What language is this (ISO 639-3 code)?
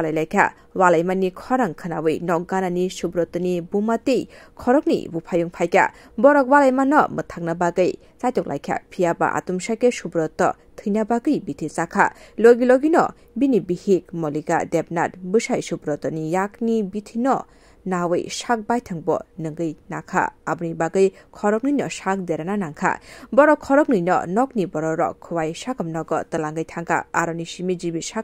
trp